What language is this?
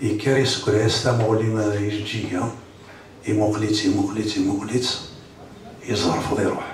Kabyle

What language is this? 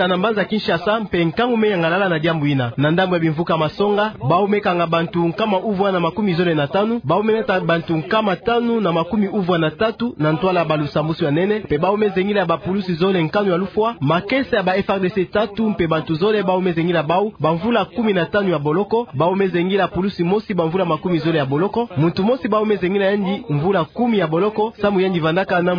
Kituba (Democratic Republic of Congo)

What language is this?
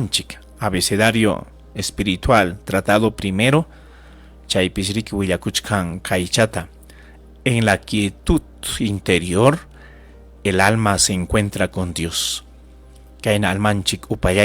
Ayacucho Quechua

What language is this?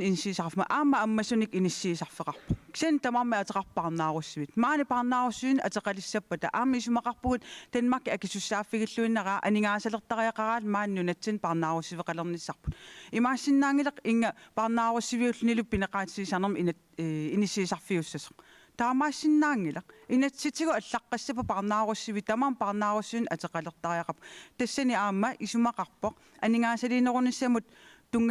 Kalaallisut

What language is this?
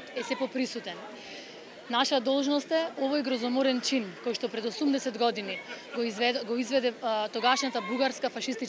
Macedonian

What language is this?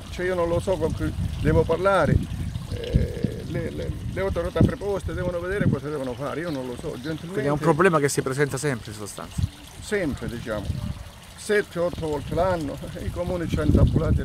Italian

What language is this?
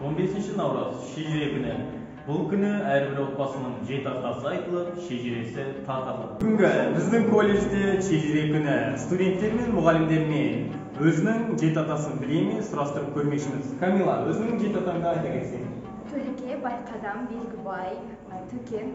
Kazakh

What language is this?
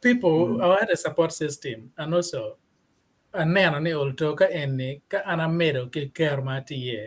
Acoli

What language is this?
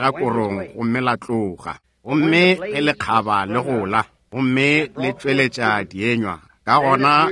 Northern Sotho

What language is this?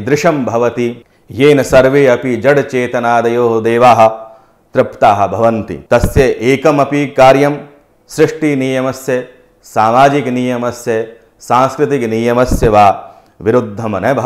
Sanskrit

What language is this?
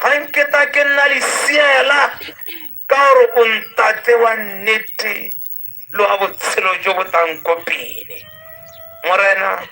Tswana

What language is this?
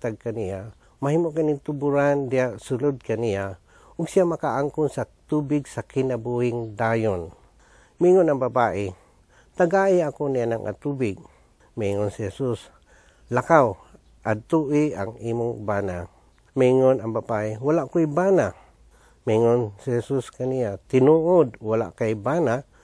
Cebuano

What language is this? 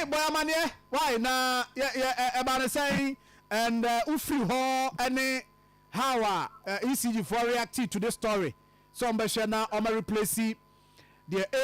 Akan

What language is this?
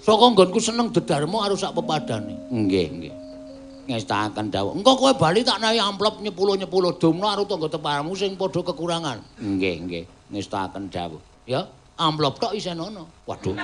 Javanese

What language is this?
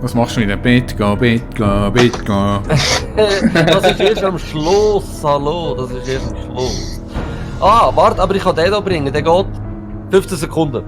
Swiss German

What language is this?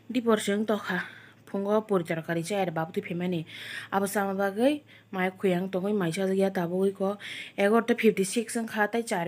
Kok Borok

